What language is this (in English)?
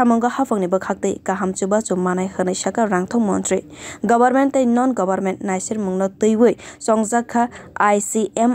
Kok Borok